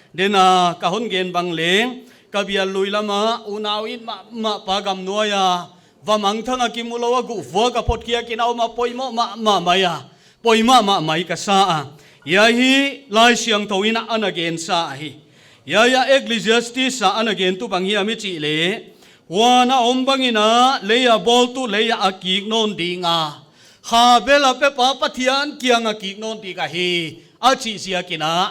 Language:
Paite Chin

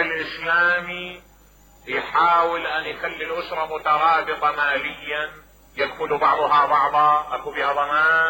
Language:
Mesopotamian Arabic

